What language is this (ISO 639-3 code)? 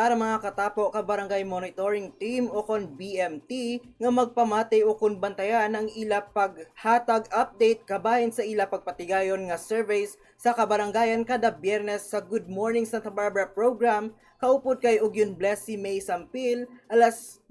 hil